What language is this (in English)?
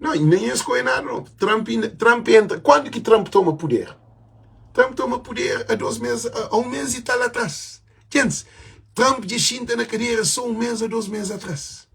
Kabuverdianu